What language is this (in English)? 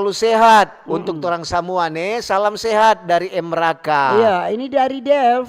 Manado Malay